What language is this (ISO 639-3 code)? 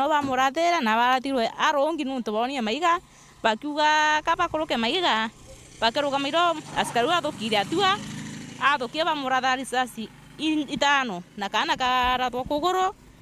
mer